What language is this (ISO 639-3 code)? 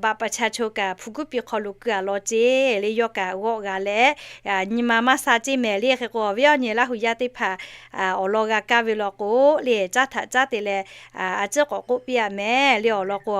lhu